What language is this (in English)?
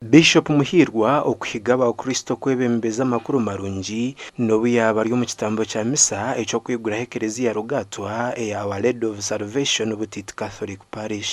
Nyankole